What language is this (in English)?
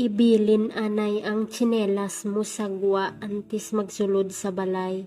Hiligaynon